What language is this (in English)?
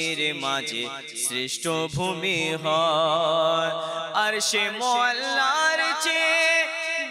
Bangla